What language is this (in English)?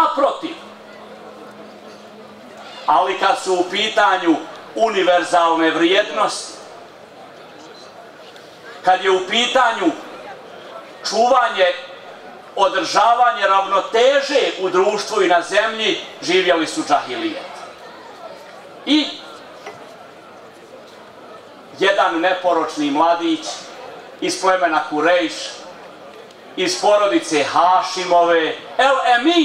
Bosnian